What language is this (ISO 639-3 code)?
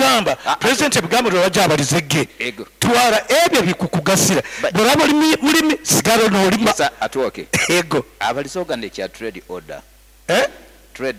nyo